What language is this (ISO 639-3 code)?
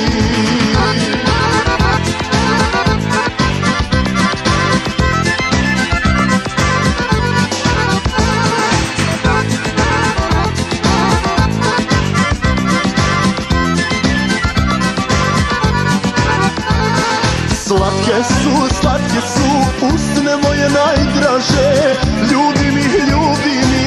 hrv